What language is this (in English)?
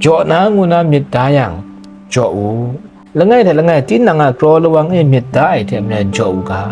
Kachin